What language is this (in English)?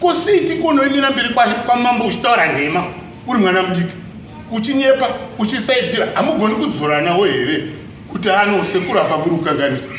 Shona